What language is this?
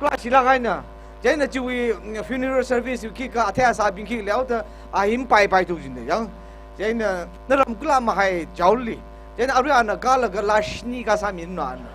Tangkhul Naga (India)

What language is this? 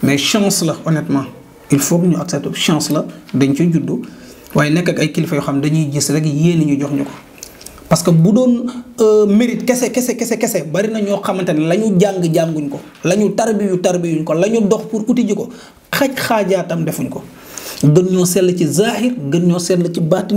Wolof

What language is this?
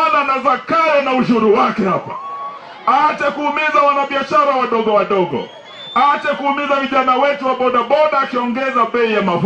Swahili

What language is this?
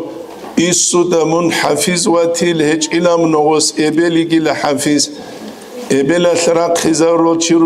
Avaric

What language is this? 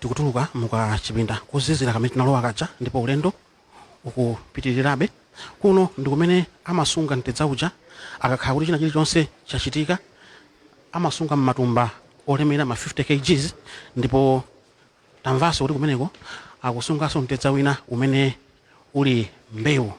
Nyanja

